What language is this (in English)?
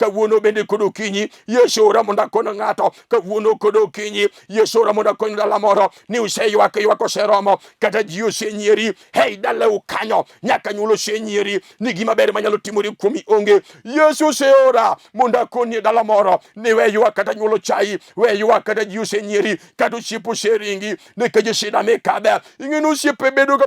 Luo (Kenya and Tanzania)